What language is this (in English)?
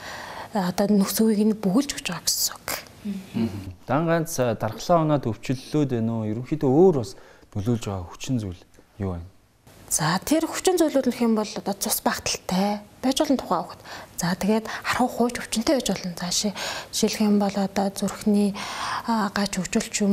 Mongolian